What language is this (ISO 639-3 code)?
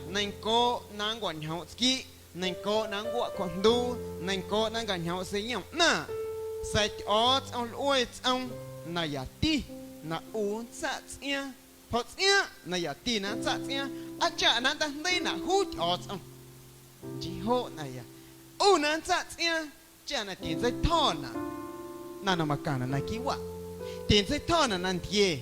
amu